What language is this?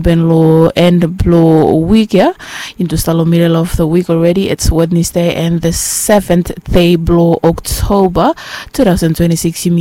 Bislama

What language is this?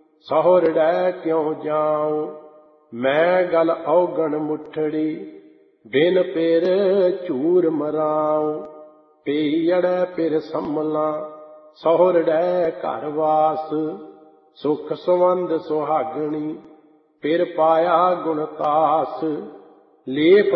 Punjabi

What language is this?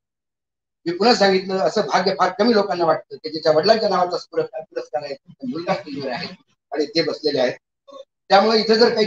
Marathi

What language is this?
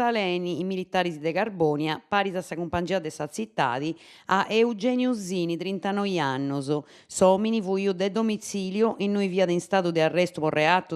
Sardinian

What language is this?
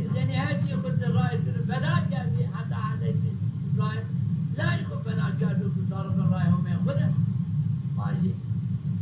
Zaza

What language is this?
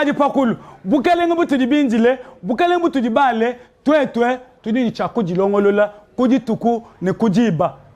Luba-Lulua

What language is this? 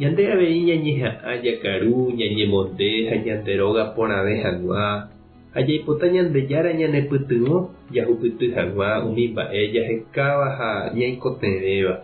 Guarani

